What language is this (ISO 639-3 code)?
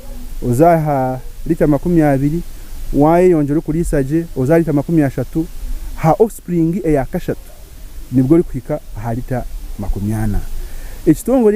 nyn